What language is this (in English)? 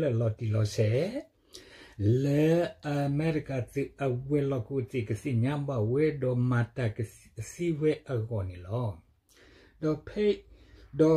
S'gaw Karen